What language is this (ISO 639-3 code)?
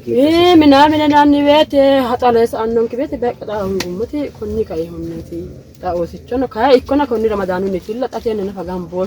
sid